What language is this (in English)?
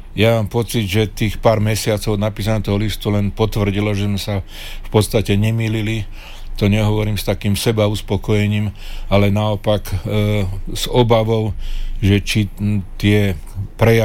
Slovak